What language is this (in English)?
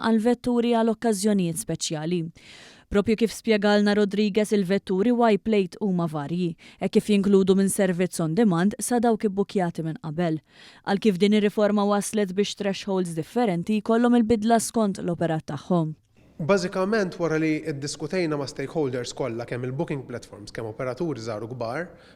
Maltese